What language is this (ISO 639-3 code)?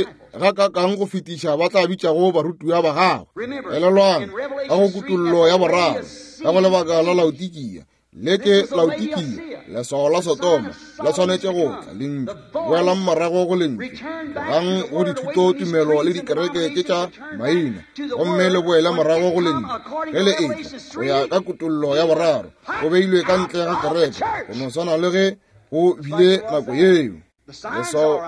nso